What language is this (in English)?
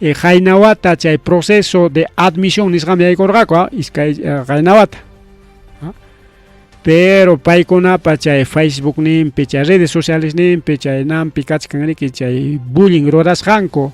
Ayacucho Quechua